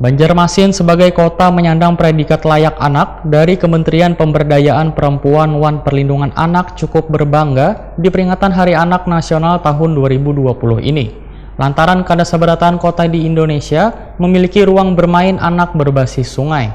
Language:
Banjar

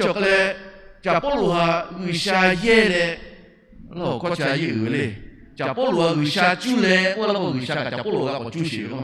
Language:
Lahu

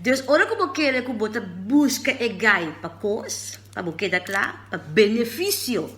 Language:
Papiamento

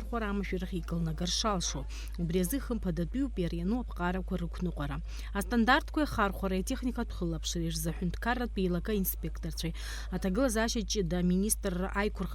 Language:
Abkhazian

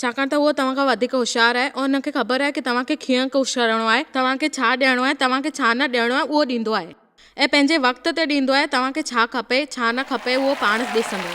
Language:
Sindhi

